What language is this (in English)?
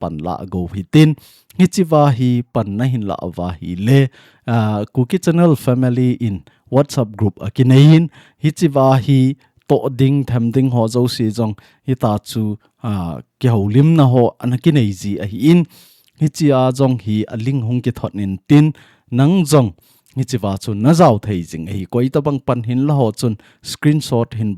Thado Chin